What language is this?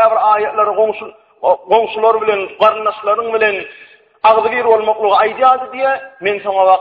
Turkmen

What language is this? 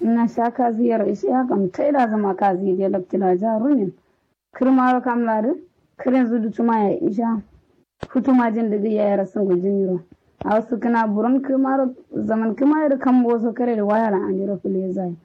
Kanuri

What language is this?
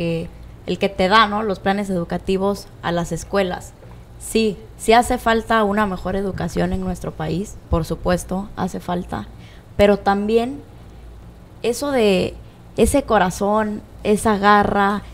Spanish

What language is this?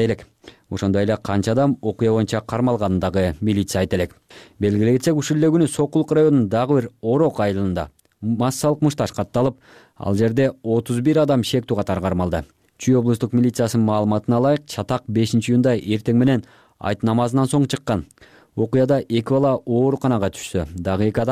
Kyrgyz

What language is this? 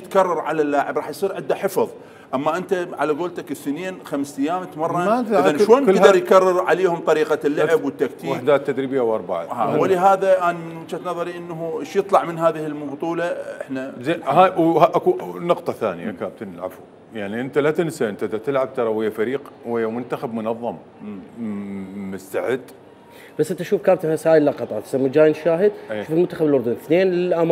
Mesopotamian Arabic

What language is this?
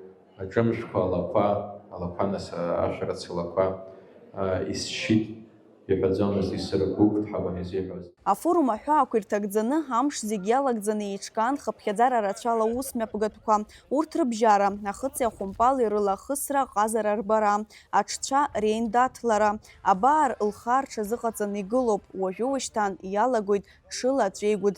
Abkhazian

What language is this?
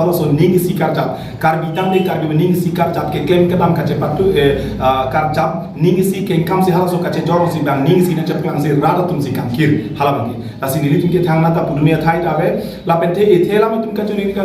Karbi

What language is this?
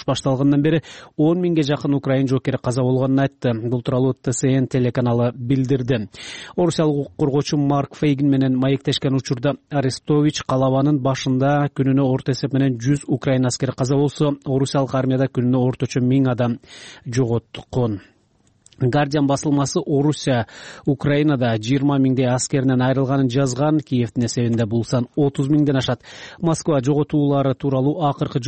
Kyrgyz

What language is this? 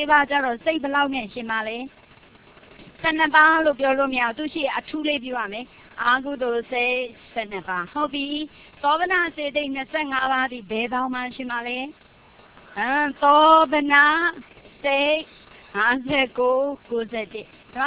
Burmese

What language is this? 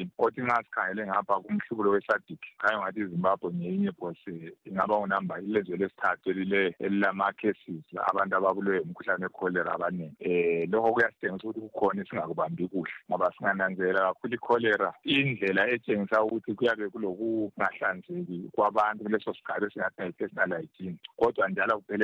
North Ndebele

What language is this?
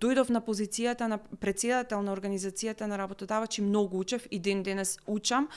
Macedonian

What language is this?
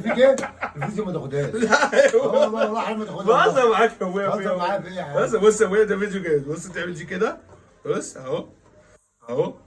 Egyptian Arabic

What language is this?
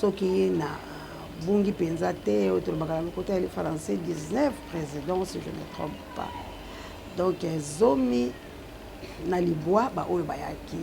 Lingala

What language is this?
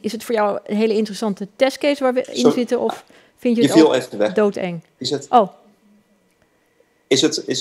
Dutch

